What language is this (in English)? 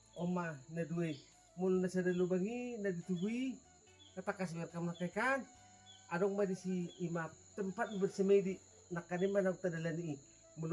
Batak Toba